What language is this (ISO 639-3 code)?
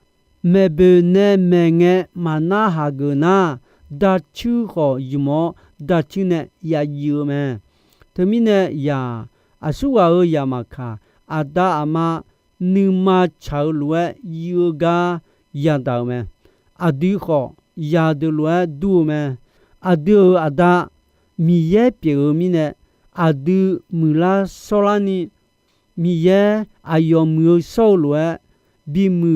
ahk